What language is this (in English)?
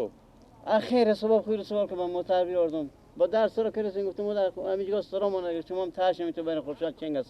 Persian